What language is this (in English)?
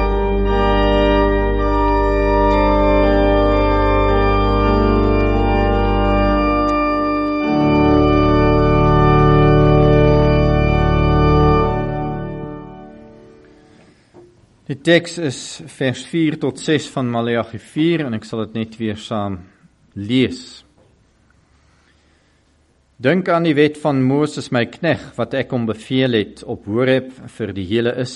Afrikaans